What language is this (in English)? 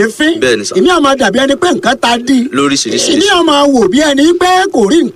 Yoruba